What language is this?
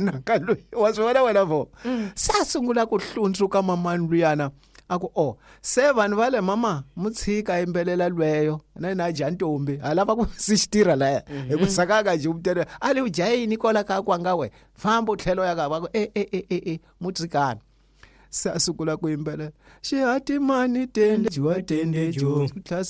Tsonga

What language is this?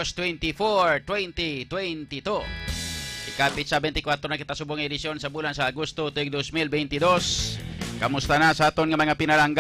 Hiligaynon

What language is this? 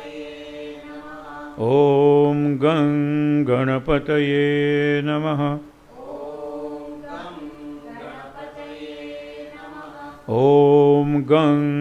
Marathi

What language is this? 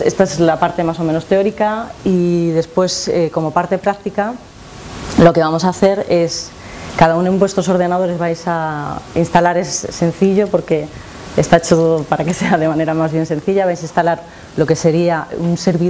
Spanish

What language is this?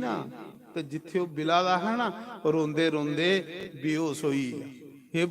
Dogri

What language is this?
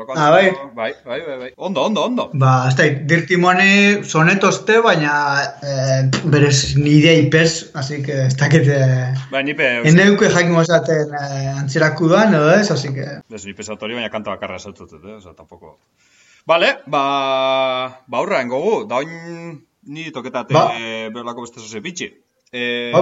Basque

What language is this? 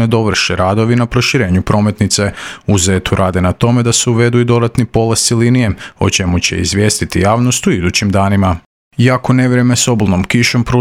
Croatian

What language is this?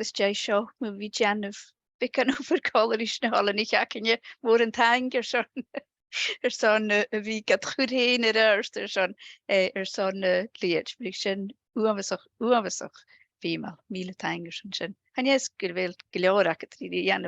Scottish Gaelic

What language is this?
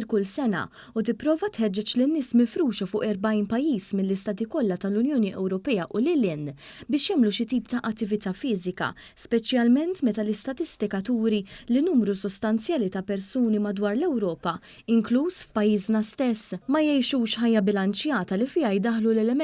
Maltese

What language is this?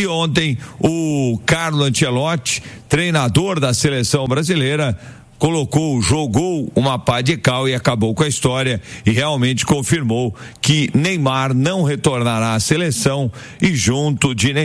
Portuguese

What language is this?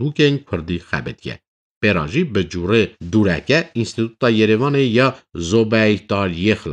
Kurdish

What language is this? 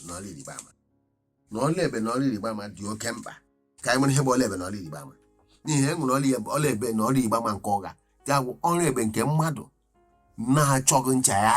Igbo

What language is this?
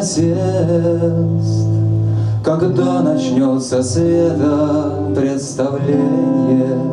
Russian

